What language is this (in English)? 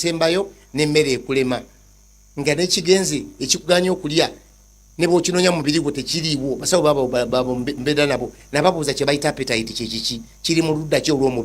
Ganda